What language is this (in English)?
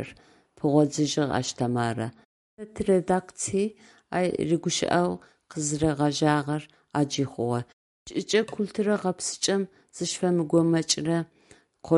Adyghe